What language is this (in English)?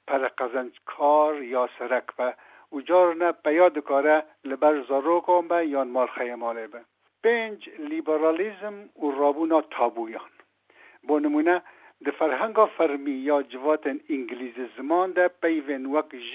Kurdish